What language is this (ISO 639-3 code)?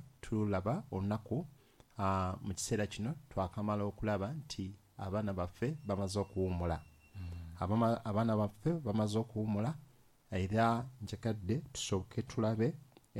lug